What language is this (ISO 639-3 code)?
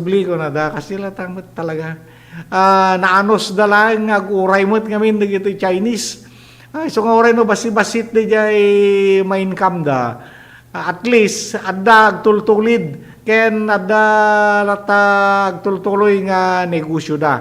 ilo